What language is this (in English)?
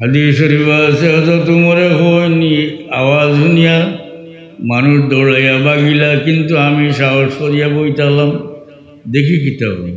Sylheti